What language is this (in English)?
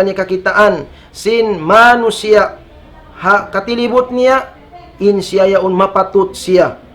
Tausug